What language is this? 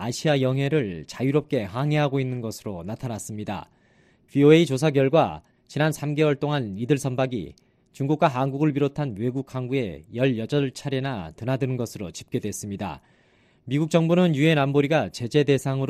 Korean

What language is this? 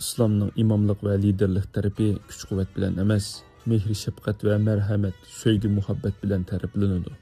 Uyghur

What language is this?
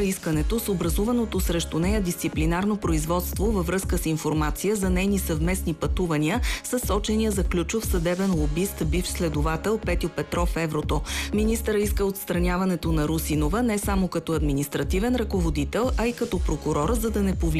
Bulgarian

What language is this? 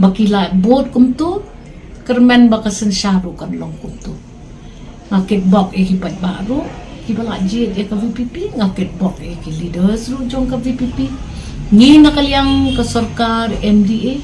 Khasi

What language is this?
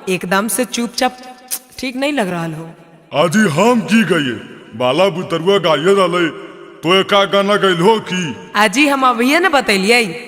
Magahi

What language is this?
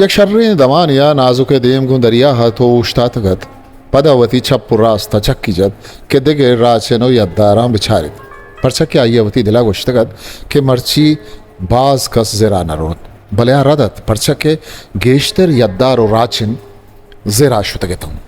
Eastern Balochi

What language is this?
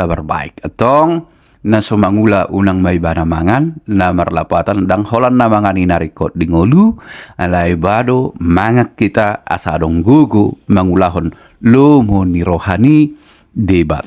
Batak Toba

